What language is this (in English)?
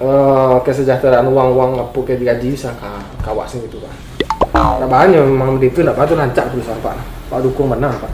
Minangkabau